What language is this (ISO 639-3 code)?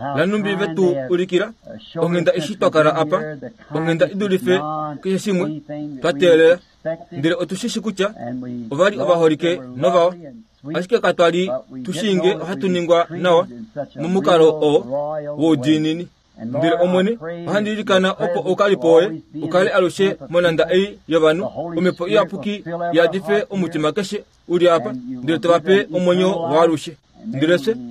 kua